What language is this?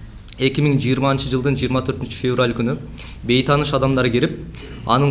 Kyrgyz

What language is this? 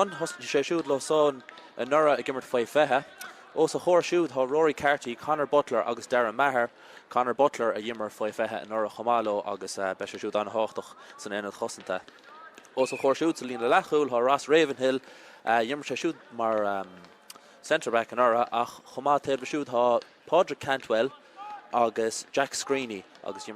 Irish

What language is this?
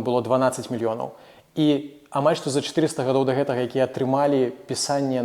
Belarusian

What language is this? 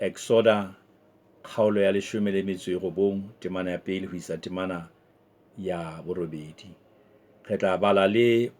Southern Sotho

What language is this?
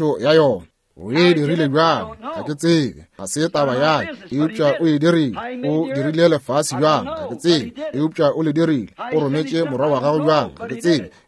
Northern Sotho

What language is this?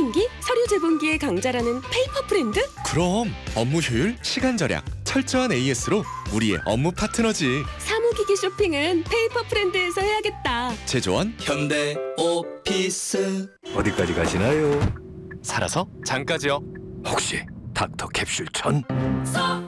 Korean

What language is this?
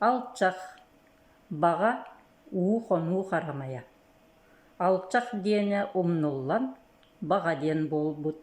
Yakut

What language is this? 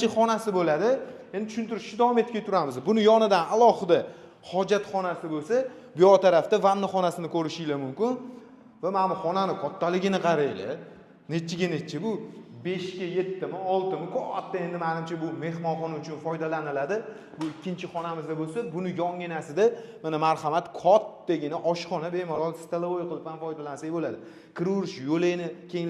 Uzbek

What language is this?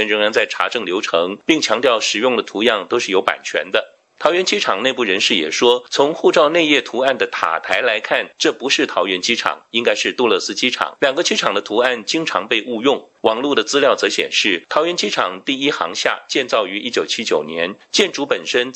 Chinese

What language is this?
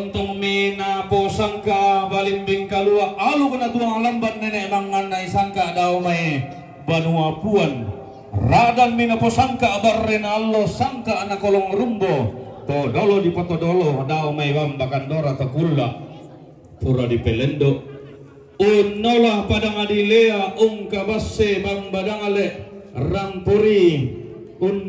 Toraja-Sa'dan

